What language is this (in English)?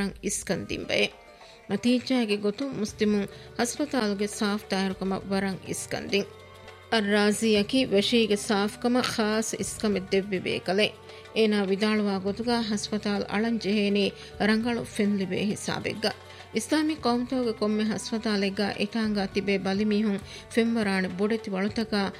Divehi